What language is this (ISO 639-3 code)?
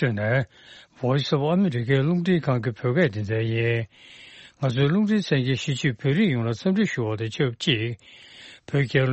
bod